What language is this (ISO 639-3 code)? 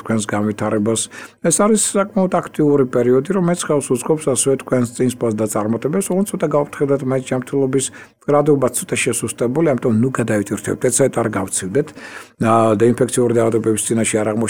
kat